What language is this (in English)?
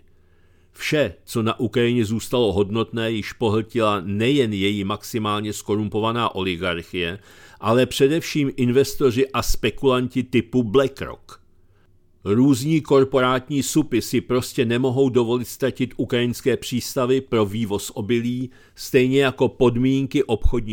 Czech